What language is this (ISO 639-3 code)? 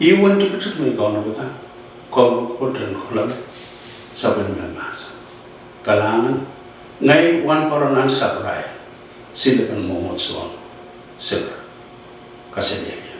pon